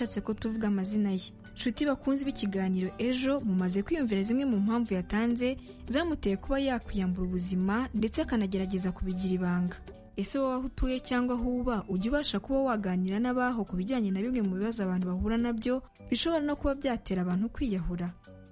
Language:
Kinyarwanda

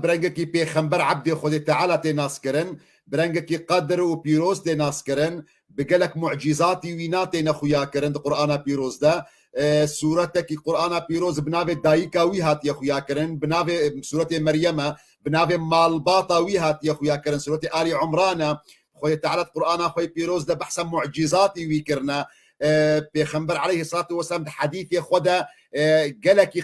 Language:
Kurdish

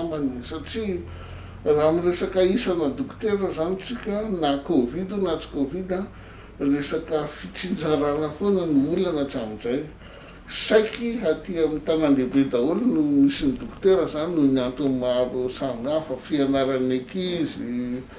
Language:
Malagasy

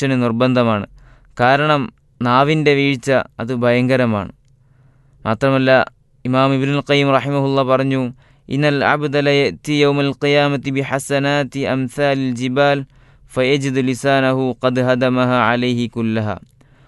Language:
Malayalam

